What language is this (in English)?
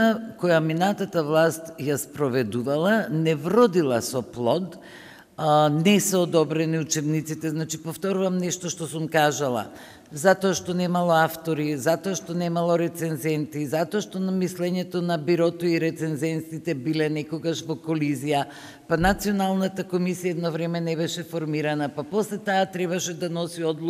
Macedonian